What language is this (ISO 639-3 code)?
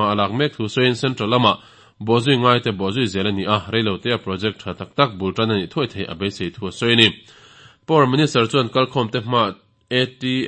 lus